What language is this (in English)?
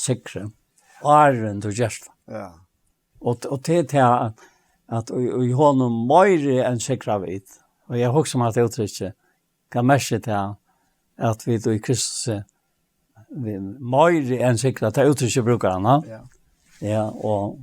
Faroese